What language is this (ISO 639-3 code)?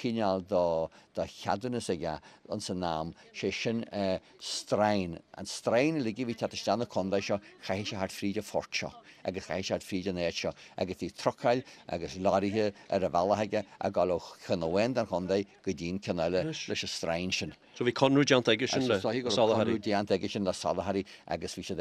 gle